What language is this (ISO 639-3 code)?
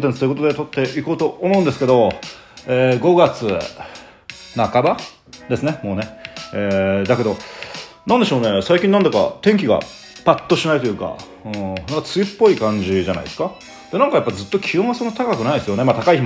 jpn